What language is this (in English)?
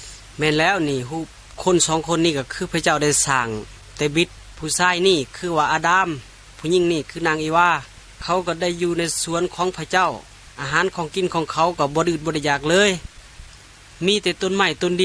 Lao